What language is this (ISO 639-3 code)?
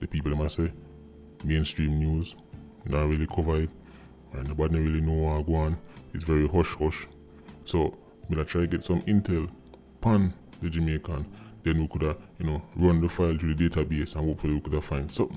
jam